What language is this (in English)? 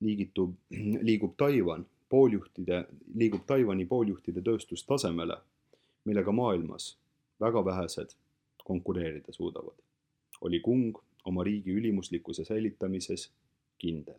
Estonian